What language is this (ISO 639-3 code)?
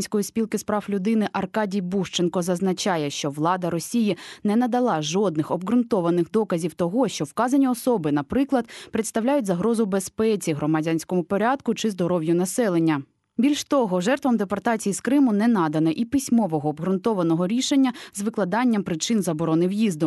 ukr